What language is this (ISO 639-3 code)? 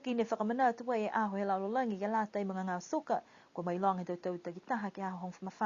niu